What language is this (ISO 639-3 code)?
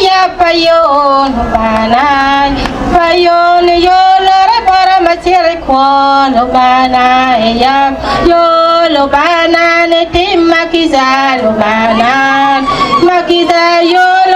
ach